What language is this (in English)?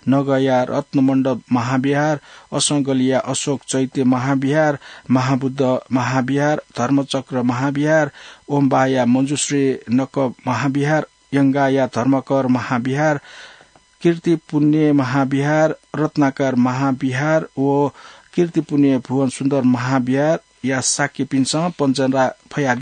Newari